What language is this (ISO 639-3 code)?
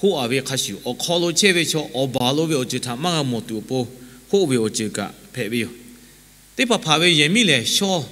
lhu